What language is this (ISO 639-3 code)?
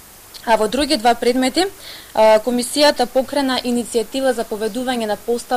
mkd